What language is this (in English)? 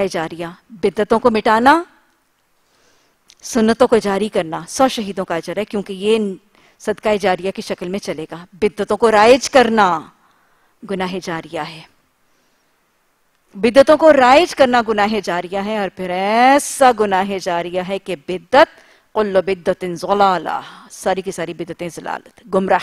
Urdu